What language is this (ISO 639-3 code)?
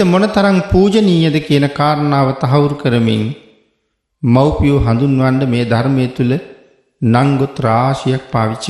sin